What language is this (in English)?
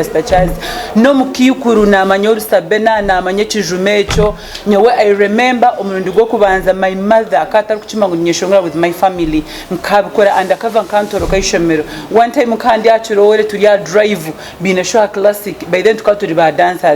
Nyankole